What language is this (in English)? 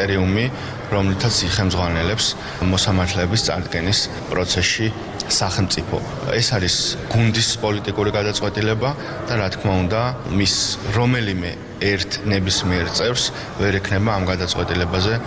Georgian